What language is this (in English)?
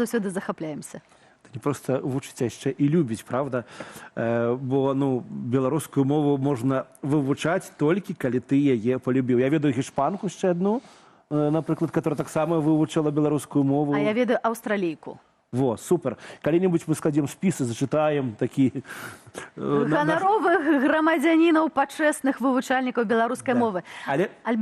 Belarusian